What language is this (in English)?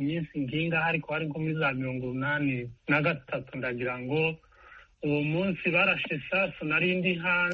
Kinyarwanda